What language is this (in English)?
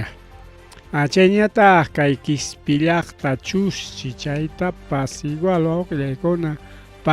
Ayacucho Quechua